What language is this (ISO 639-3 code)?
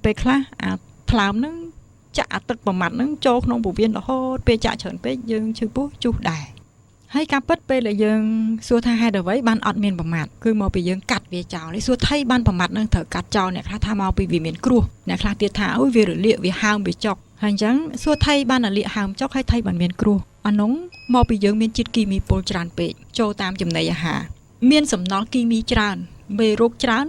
khm